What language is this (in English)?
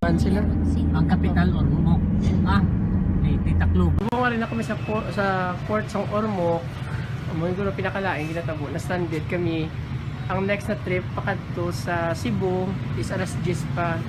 Hiligaynon